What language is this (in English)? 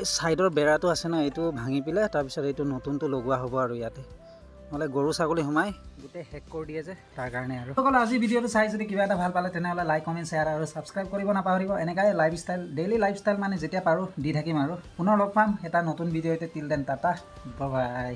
Assamese